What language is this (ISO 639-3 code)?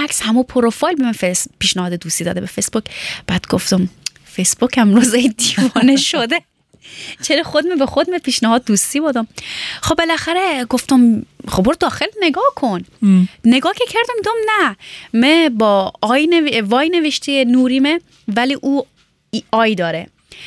fas